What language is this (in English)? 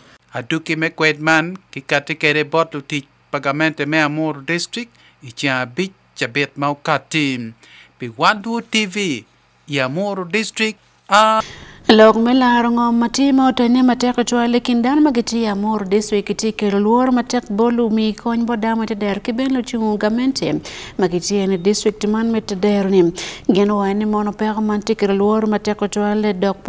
Acoli